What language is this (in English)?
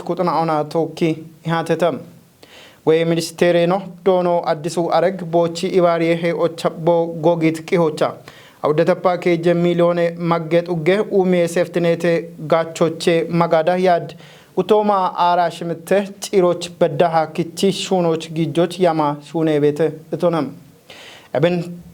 Kafa